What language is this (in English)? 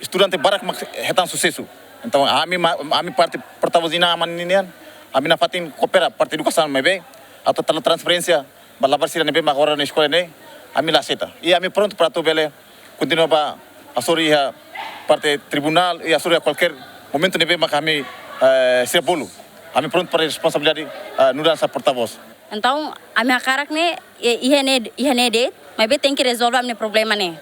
Tetum